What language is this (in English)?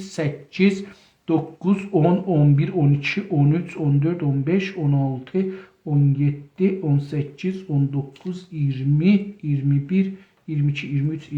South Azerbaijani